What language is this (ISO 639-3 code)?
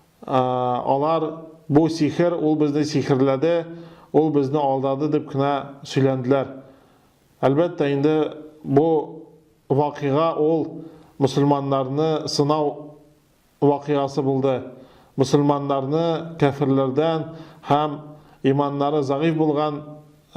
tat